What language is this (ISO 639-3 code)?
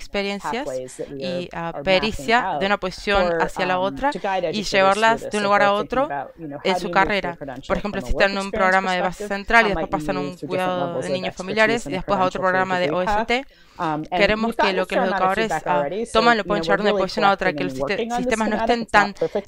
spa